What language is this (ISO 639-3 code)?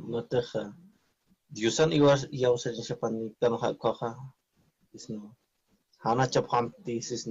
aym